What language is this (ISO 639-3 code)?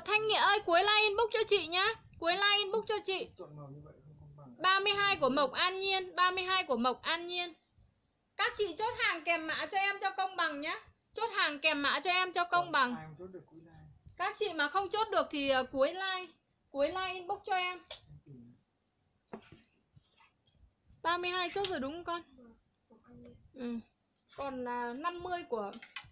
vie